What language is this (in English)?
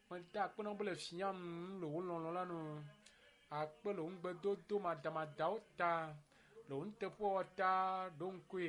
Ewe